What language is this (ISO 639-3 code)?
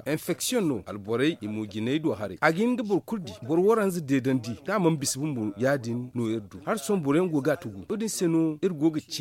dje